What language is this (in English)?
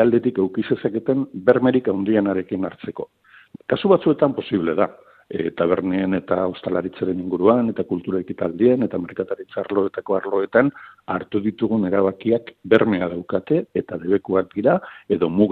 Basque